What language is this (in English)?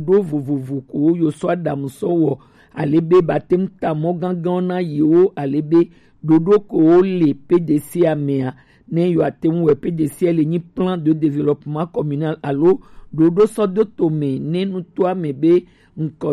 Gen